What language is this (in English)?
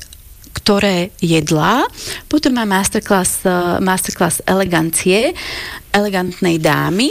Slovak